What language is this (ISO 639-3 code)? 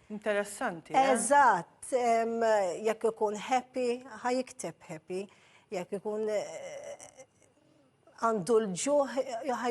mlt